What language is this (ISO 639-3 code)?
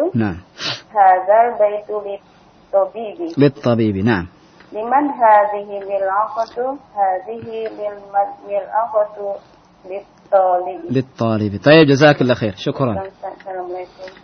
ind